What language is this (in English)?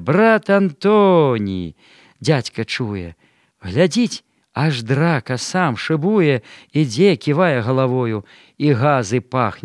Belarusian